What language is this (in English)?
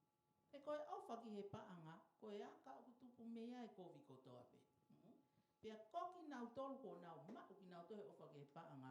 Tongan